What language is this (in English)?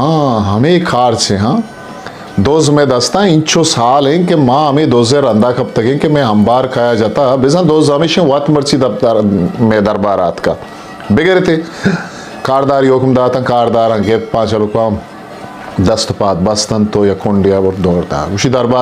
Eastern Balochi